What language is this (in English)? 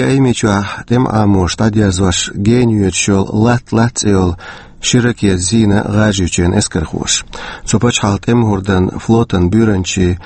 Chechen